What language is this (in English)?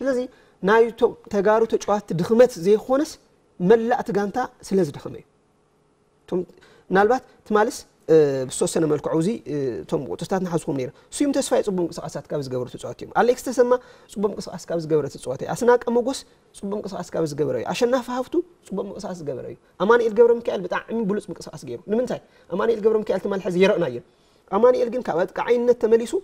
Tigrinya